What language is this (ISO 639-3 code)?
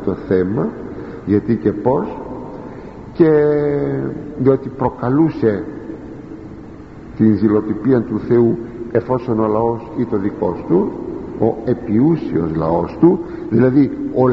ell